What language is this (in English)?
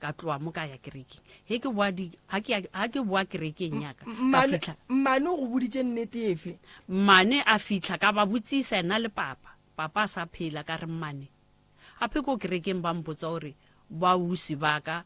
Northern Sotho